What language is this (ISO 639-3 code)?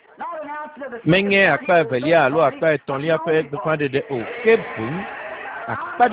ewe